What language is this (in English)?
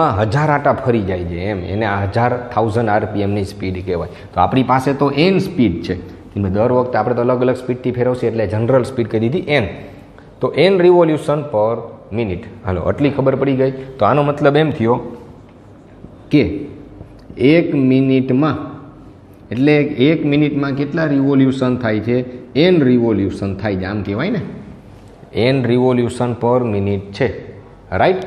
Gujarati